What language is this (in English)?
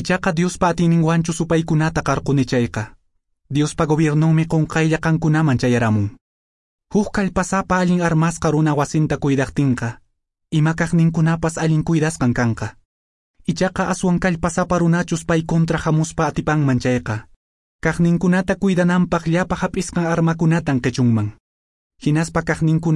Quechua